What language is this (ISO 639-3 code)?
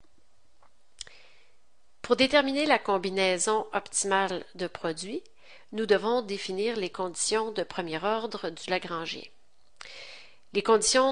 fra